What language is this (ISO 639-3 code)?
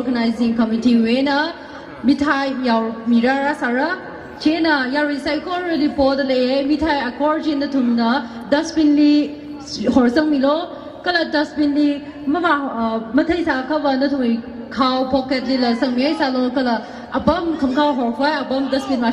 nmf